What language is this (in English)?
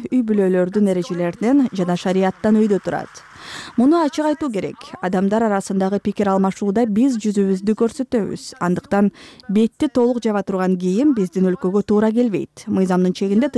Kyrgyz